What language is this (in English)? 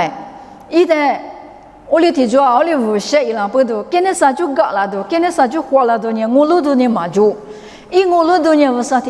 Lisu